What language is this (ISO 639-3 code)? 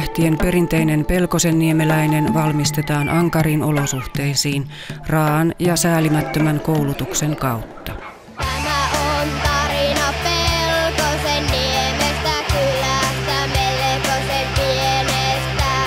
fin